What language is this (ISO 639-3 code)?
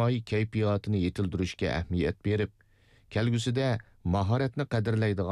uig